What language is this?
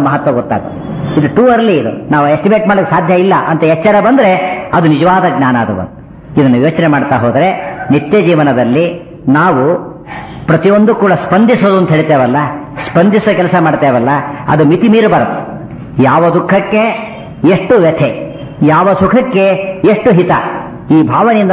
Kannada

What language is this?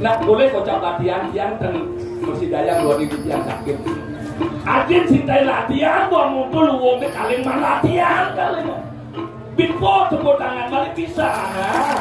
Balinese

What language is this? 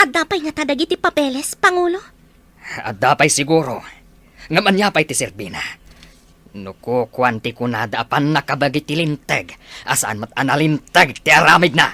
Iloko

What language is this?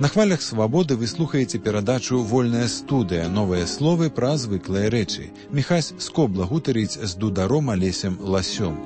Belarusian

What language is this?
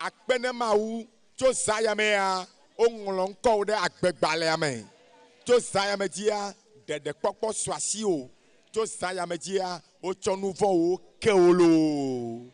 Ewe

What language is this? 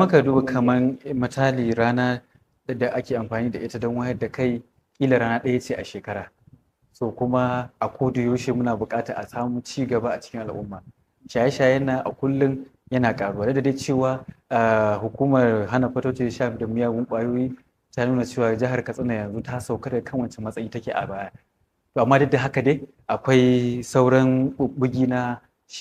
Hausa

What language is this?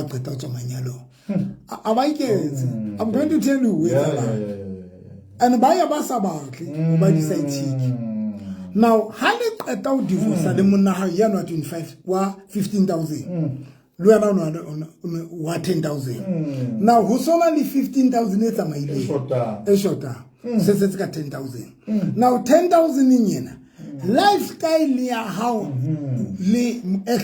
Southern Sotho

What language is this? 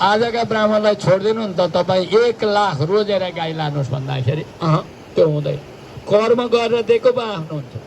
Nepali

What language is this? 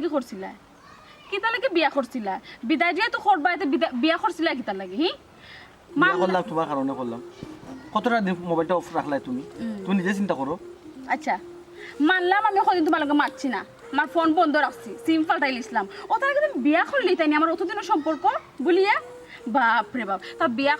Sylheti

